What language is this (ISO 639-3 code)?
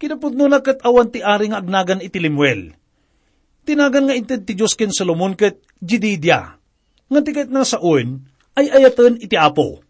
ilo